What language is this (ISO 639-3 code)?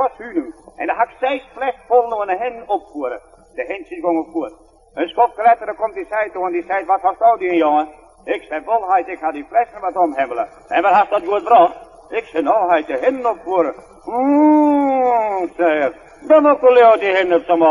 fry